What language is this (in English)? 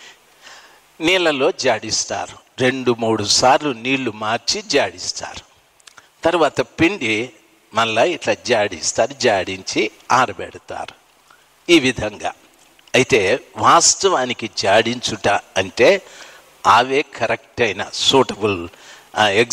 Telugu